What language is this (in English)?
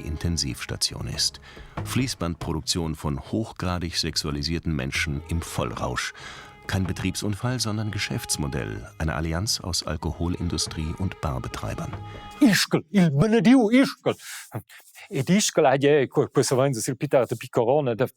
Romansh